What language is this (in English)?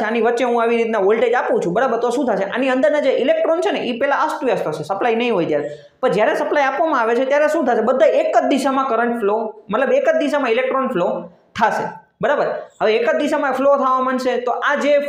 Gujarati